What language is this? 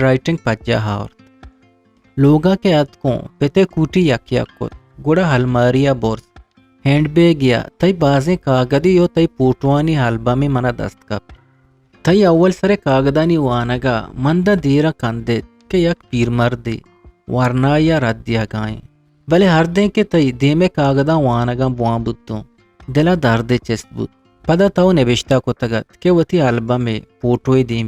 Eastern Balochi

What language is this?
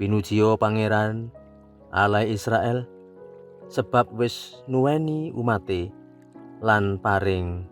Javanese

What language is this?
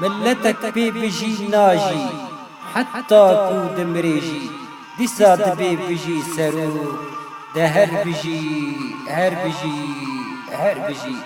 Kurdish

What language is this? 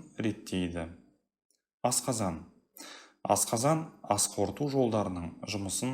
Kazakh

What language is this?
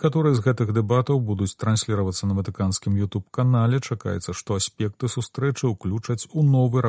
Belarusian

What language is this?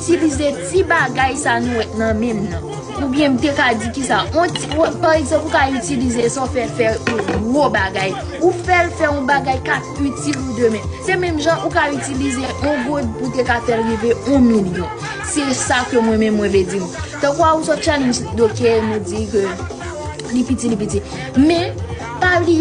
Haitian Creole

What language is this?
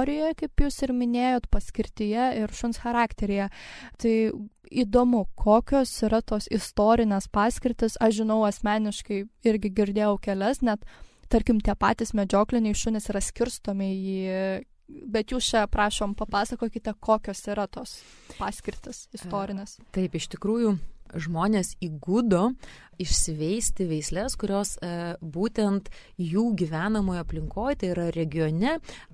Lithuanian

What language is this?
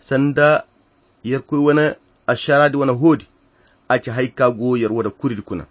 Koyra Chiini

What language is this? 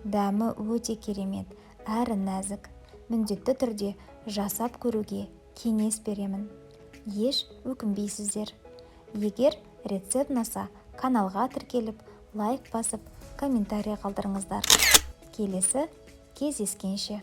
Kazakh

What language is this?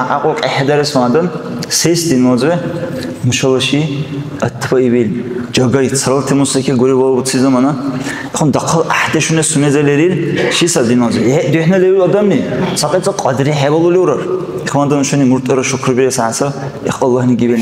Dargwa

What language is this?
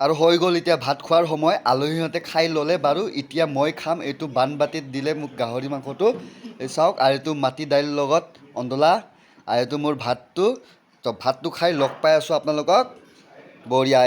Assamese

